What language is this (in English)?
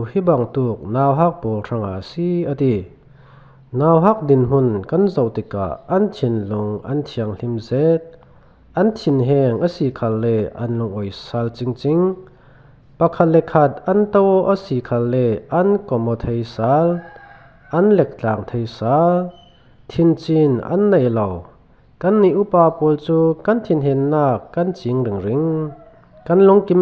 Falam Chin